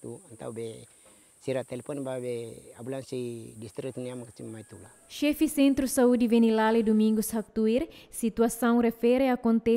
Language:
Tetum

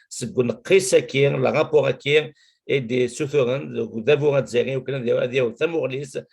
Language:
Kabyle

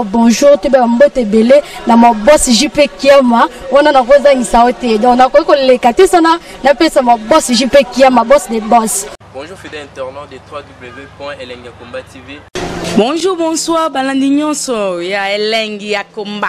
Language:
Lingala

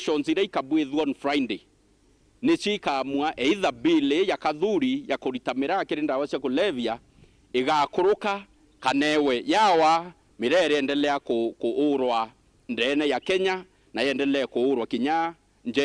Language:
Meru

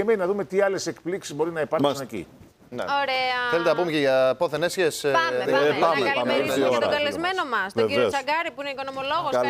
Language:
Greek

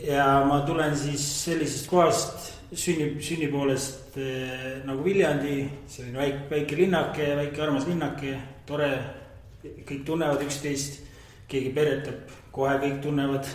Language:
Estonian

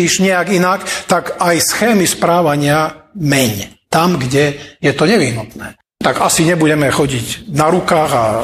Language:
Slovak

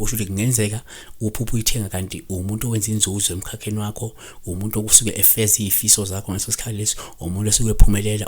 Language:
Zulu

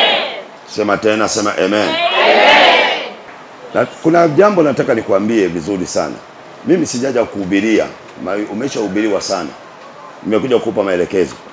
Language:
Swahili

